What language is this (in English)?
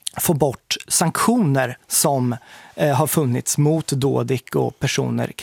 Swedish